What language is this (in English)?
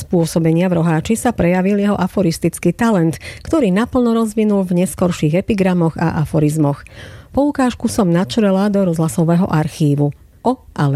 Slovak